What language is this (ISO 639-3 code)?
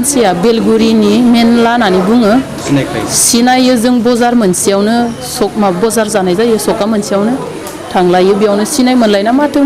brx